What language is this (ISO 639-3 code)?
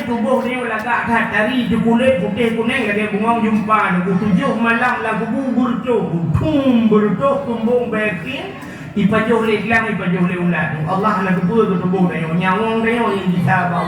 ace